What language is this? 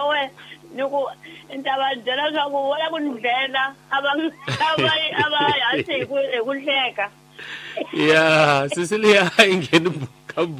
Tsonga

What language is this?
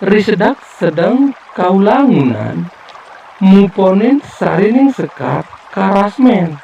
Balinese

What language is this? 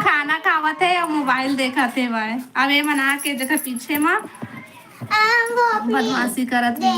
Chhattisgarhi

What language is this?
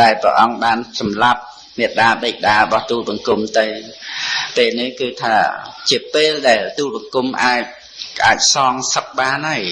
Khmer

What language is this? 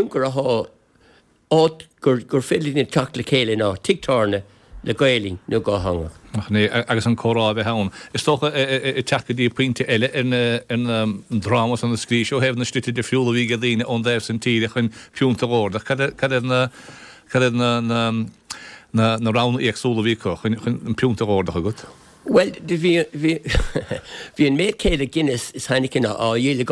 Irish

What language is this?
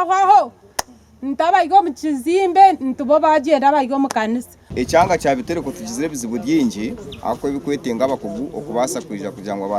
Nyankole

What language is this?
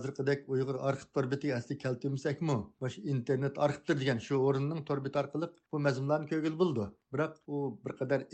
Uyghur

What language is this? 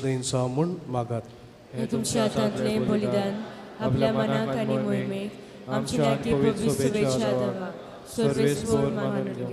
Konkani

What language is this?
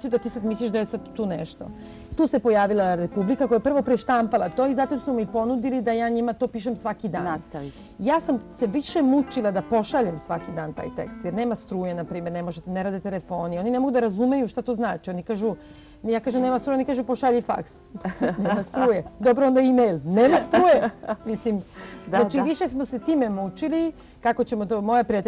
Bosnian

